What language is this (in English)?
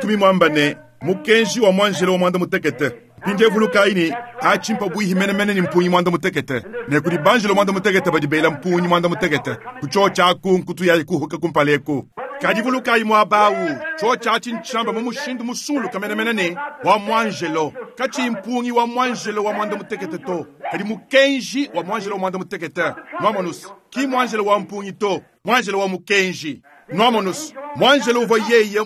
Luba-Lulua